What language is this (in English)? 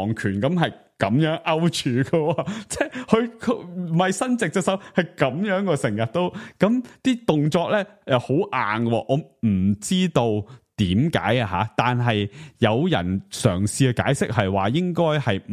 Cantonese